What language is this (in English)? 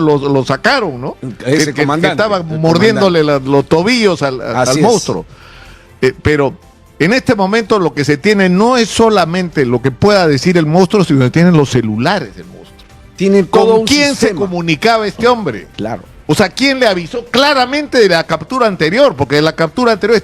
Ayacucho Quechua